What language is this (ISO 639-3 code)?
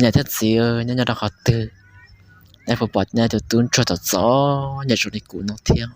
hmn